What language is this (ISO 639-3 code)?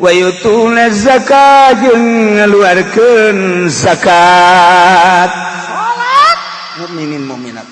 sun